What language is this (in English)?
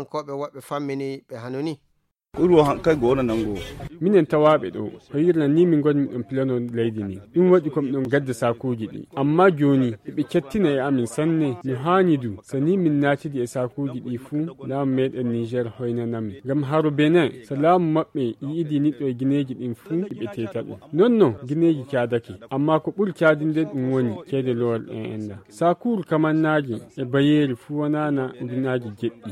Nigerian Fulfulde